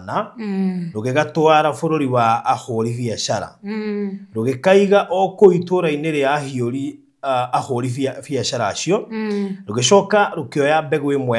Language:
Kikuyu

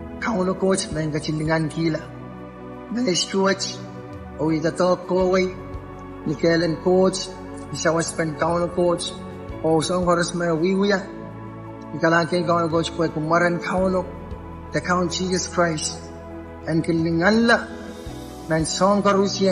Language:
Pohnpeian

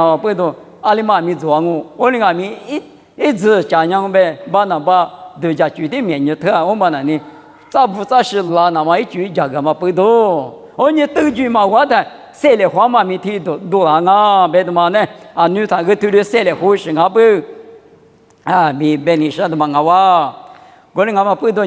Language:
Lisu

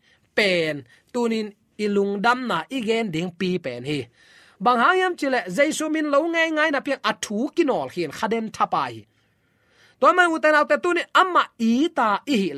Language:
Tedim Chin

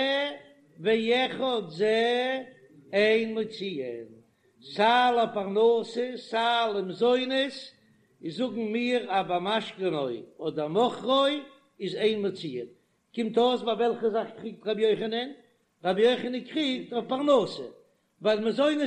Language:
Yiddish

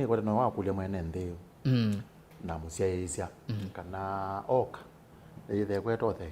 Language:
Kamba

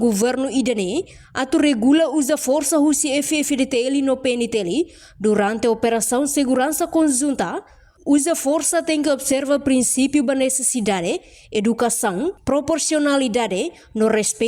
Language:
Tetum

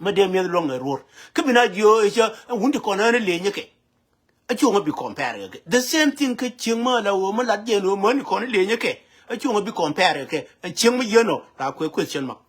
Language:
Nuer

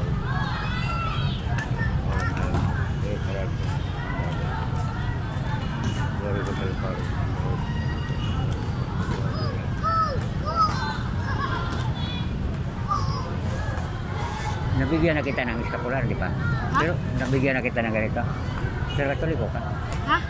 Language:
Filipino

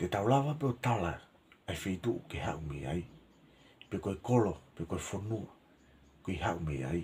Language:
Tongan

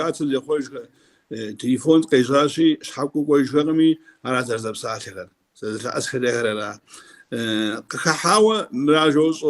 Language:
Kabardian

